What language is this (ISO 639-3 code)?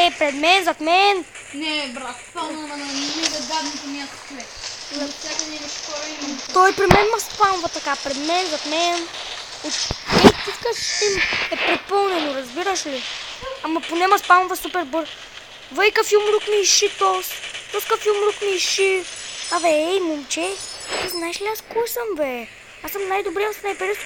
bul